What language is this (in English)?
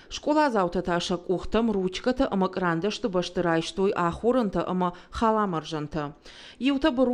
Ossetic